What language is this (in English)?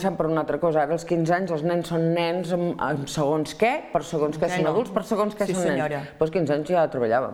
Catalan